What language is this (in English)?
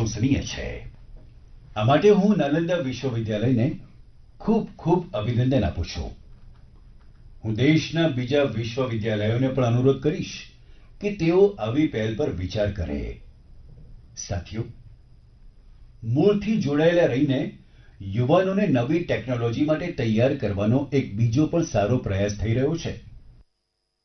Gujarati